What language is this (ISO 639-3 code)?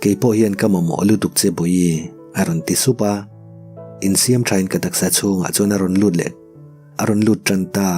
lus